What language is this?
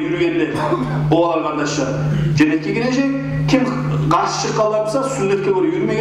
Kumyk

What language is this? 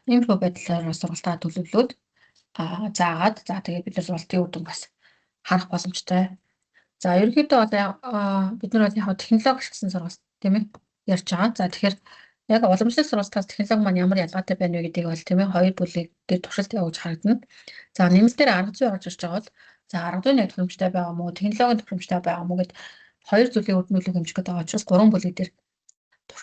Mongolian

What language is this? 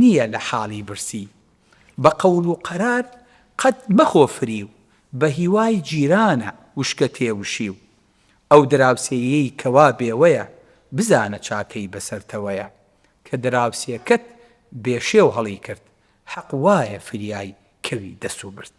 Central Kurdish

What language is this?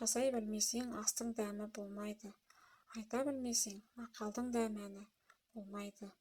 Kazakh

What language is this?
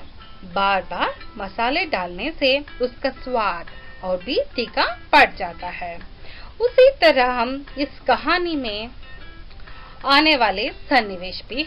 Hindi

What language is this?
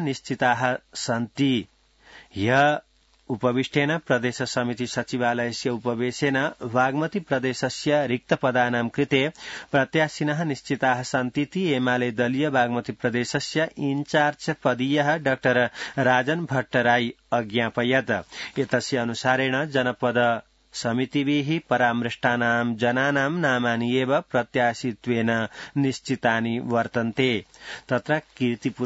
Sanskrit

